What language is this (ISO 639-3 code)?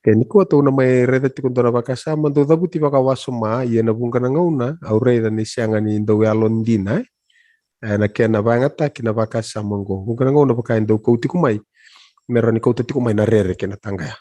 fij